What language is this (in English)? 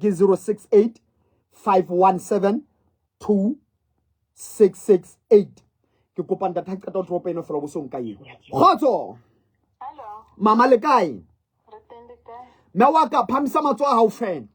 Southern Sotho